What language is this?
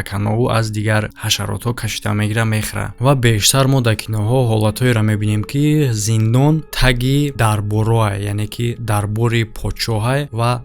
Tajik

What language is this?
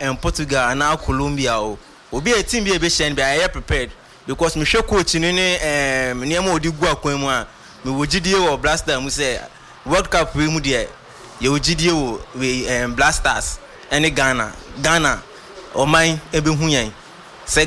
Akan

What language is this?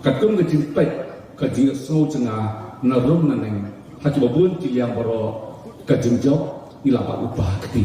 Khasi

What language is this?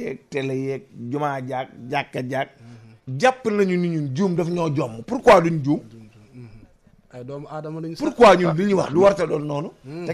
Wolof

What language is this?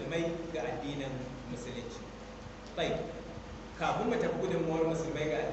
Hausa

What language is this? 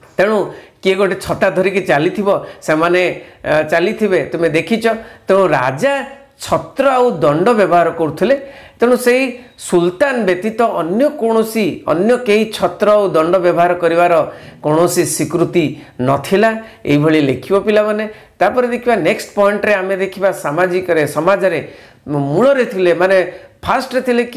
Odia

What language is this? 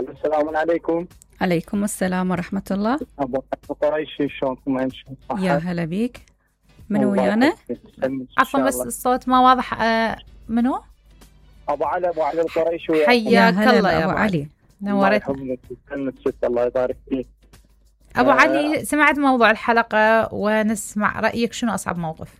Mesopotamian Arabic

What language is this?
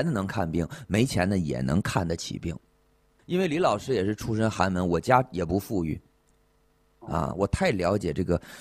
Chinese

